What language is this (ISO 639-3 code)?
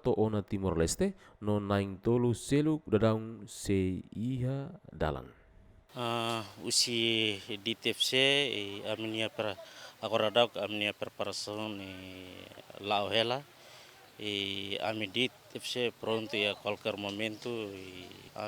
tet